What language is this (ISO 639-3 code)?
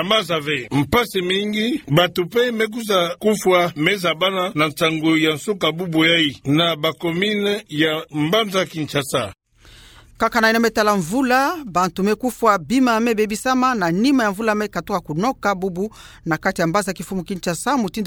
ktu